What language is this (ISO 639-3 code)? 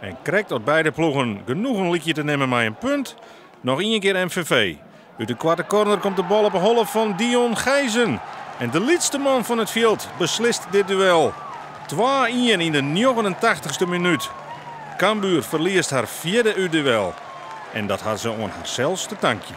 fry